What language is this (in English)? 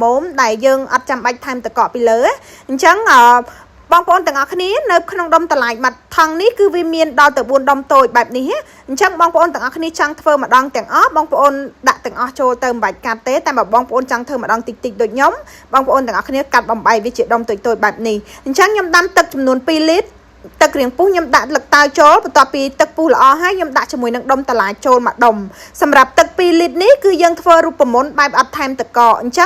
Khmer